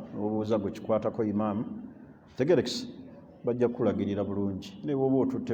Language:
Ganda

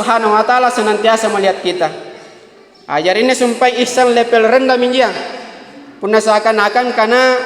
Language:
Makasar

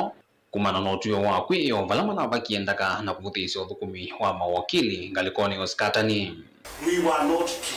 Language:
Kamba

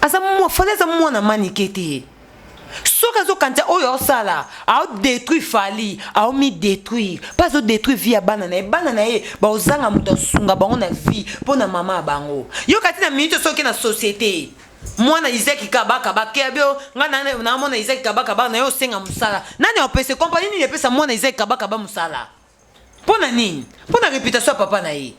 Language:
Lingala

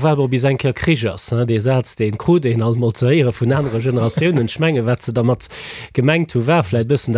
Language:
Luxembourgish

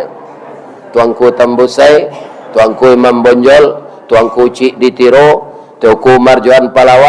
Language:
Minangkabau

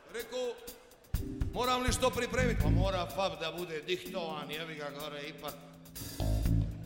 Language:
Croatian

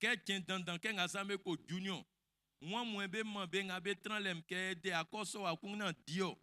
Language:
Baoulé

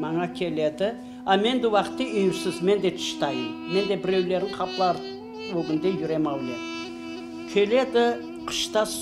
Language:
Crimean Tatar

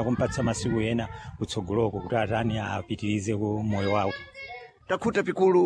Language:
Sena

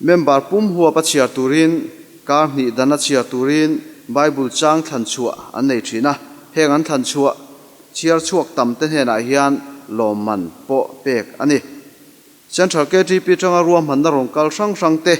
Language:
Mizo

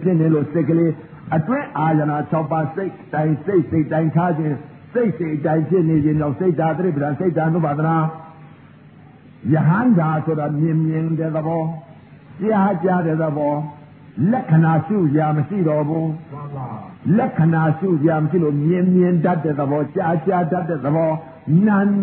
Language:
Burmese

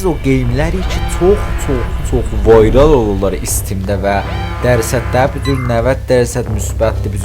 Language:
South Azerbaijani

